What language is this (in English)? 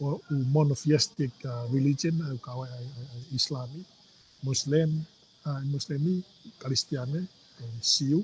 Tongan